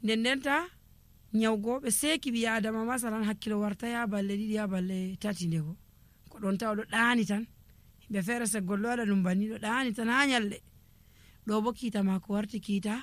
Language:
Nigerian Fulfulde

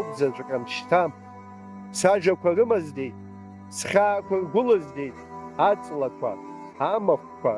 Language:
Abkhazian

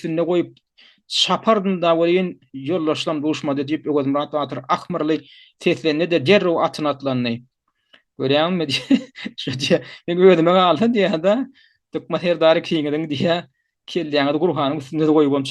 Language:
Turkmen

